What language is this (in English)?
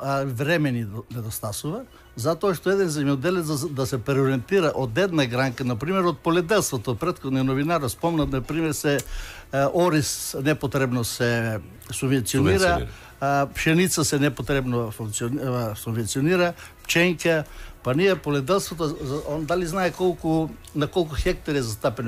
Macedonian